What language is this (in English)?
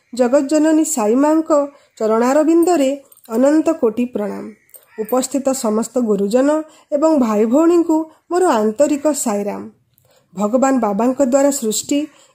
Odia